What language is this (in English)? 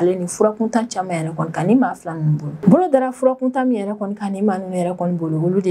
Bambara